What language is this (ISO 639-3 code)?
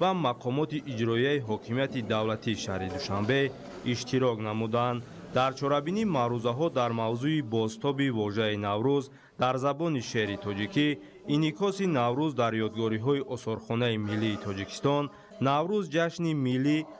tgk